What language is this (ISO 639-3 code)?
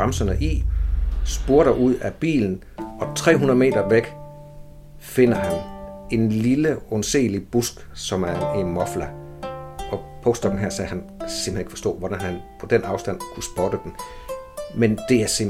dan